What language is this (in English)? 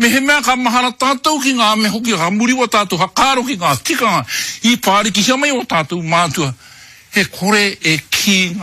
Māori